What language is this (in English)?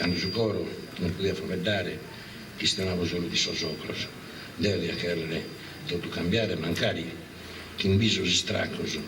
Sardinian